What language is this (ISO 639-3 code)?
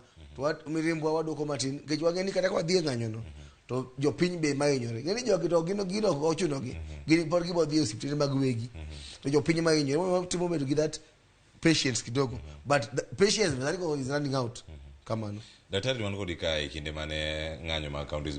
luo